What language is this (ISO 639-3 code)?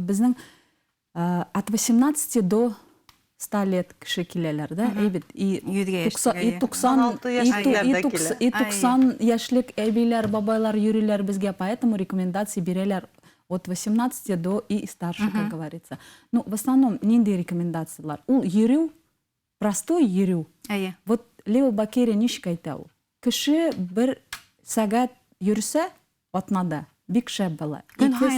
bak